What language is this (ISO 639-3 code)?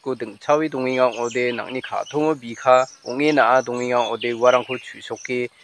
grt